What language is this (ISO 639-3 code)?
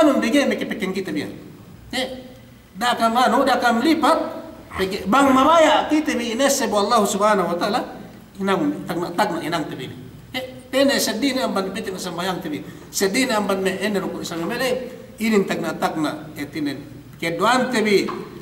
yka